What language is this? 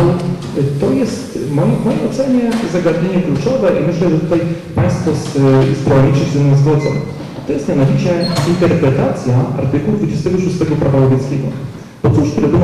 Polish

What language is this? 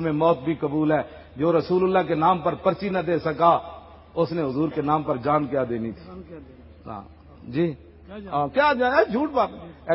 Western Panjabi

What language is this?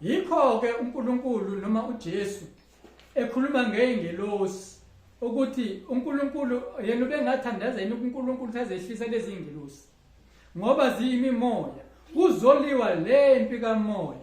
Zulu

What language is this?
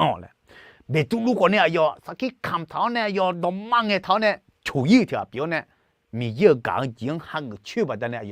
Akha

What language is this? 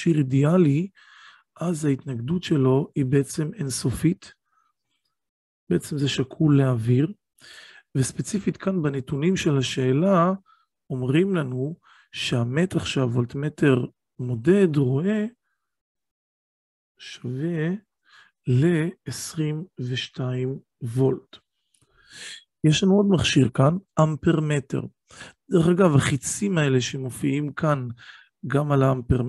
Hebrew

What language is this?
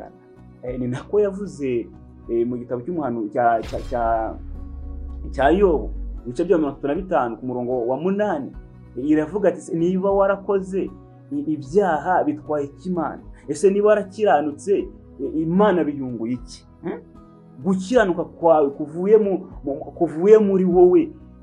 Kinyarwanda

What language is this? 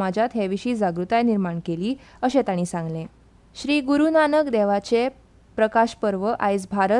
Konkani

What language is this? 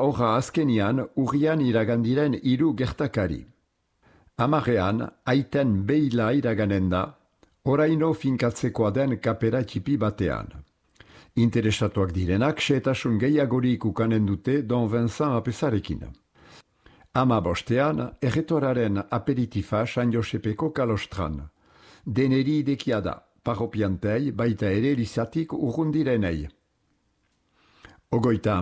Basque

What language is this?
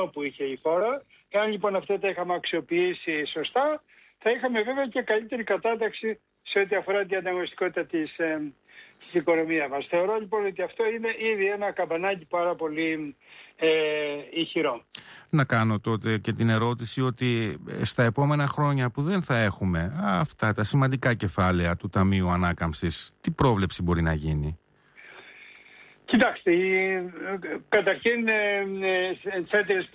Greek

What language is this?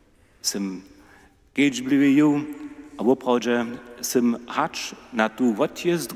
Upper Sorbian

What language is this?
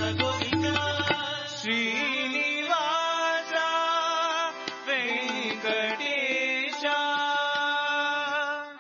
Telugu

